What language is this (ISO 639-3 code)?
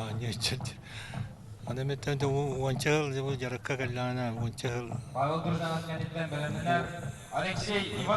sah